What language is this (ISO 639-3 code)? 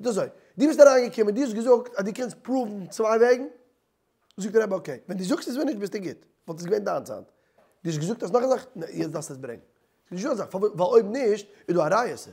yid